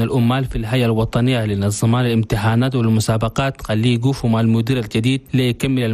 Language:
Chadian Arabic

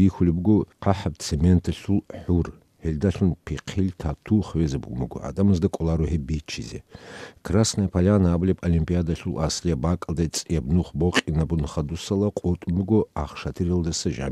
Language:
Avaric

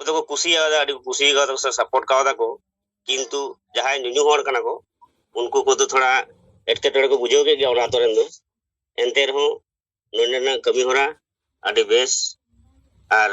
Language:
Santali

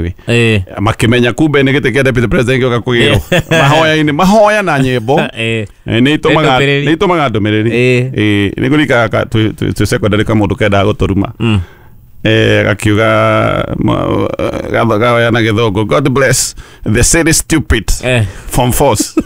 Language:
Kikuyu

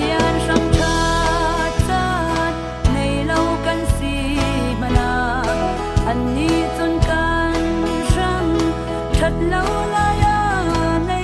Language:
Falam Chin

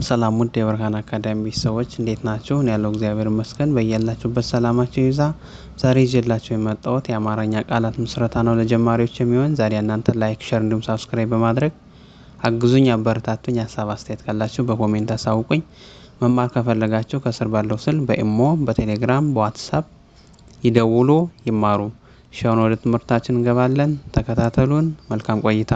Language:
Amharic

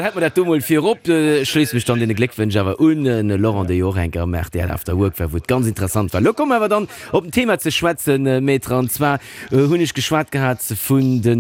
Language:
Luxembourgish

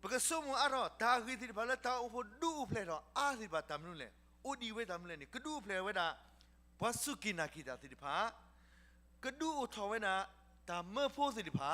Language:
S'gaw Karen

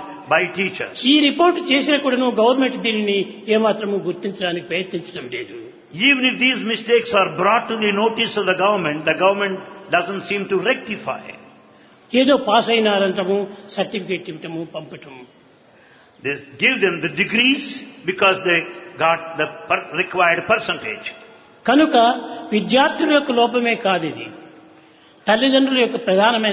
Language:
Telugu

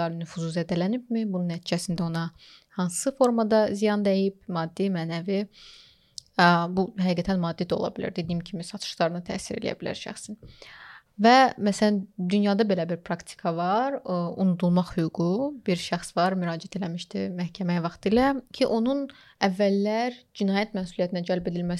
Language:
Azerbaijani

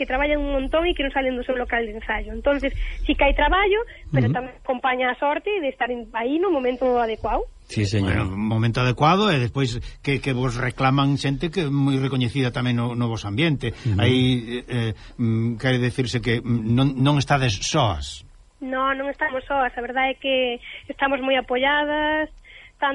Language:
Galician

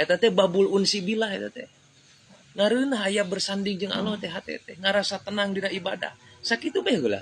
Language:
Sundanese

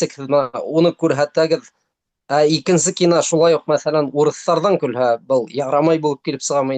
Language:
Bashkir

